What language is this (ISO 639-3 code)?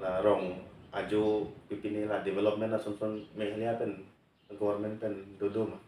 mjw